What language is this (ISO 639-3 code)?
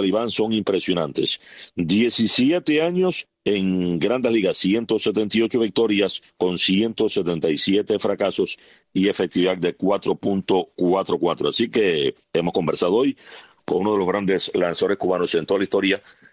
spa